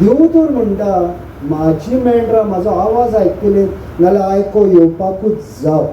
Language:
Konkani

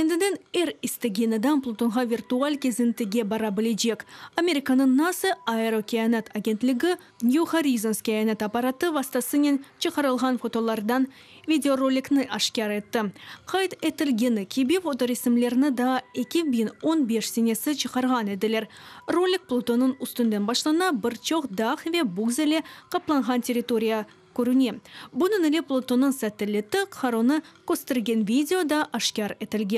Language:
Crimean Tatar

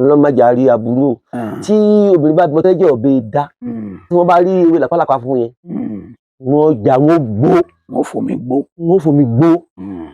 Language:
Yoruba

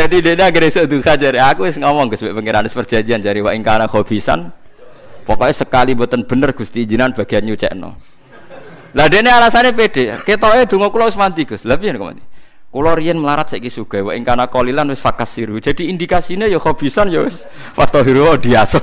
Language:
Javanese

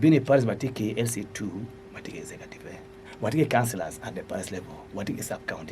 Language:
Acoli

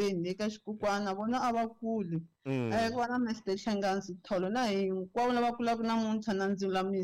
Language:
Tsonga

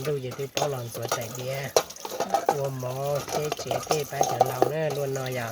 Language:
Hmong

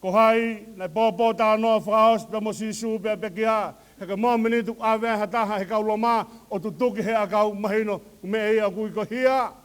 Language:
Tongan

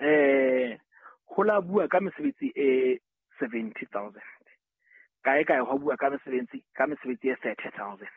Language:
Southern Sotho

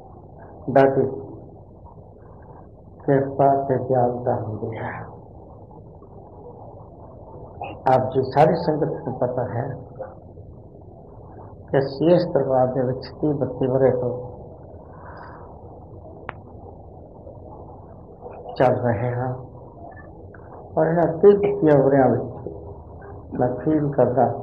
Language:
Punjabi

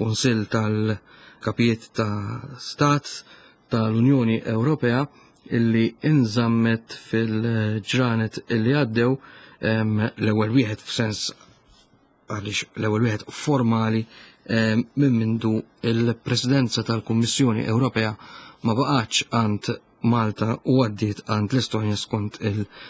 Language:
Maltese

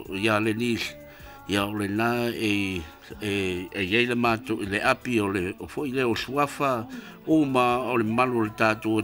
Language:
Samoan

